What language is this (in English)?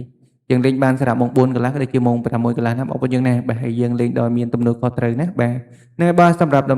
Khmer